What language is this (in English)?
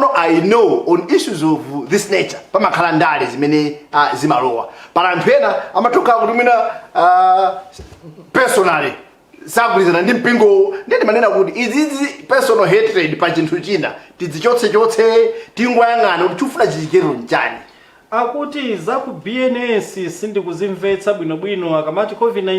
Nyanja